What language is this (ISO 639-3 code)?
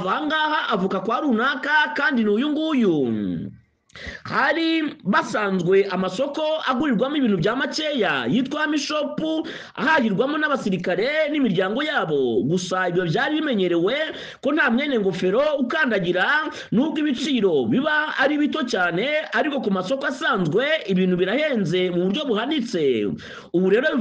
kin